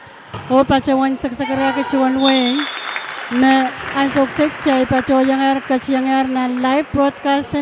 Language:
Pohnpeian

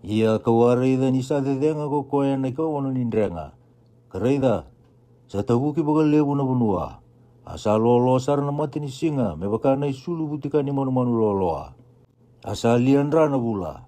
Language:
Fijian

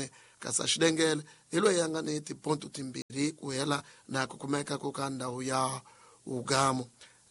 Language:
Tsonga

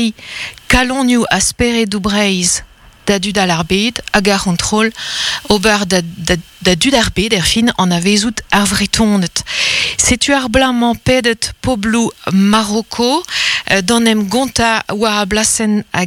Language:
Breton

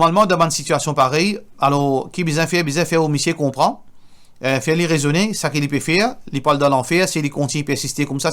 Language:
Morisyen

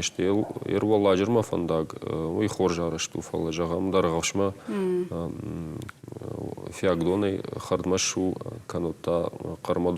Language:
Ossetic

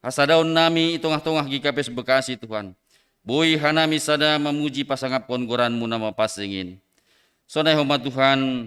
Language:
Batak Simalungun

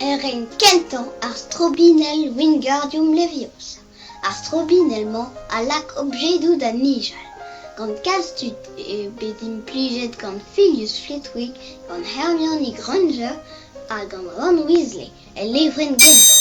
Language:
Breton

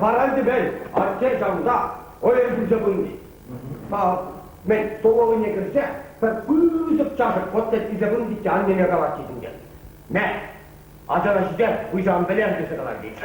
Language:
Chuvash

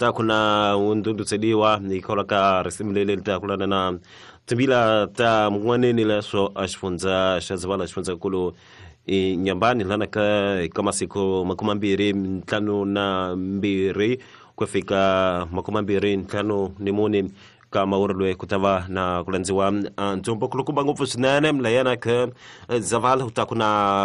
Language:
Tsonga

